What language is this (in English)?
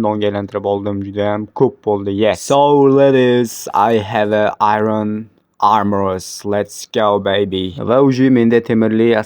Uzbek